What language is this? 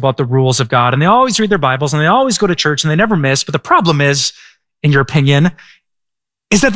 English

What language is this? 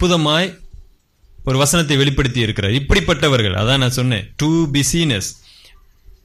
Tamil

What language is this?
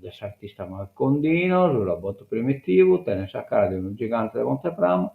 Sardinian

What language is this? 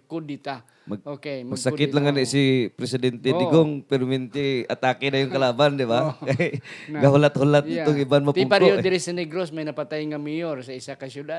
Hiligaynon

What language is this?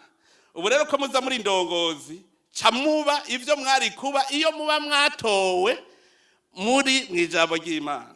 Rundi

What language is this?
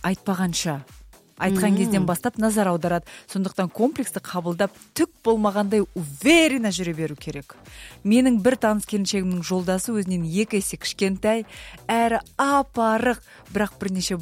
Kazakh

